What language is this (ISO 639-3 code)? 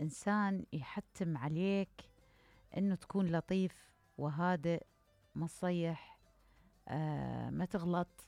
acm